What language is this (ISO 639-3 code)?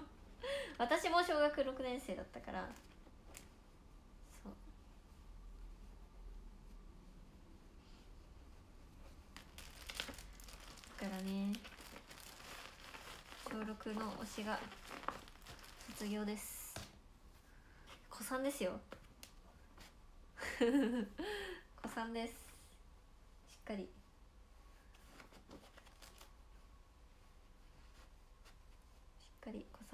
jpn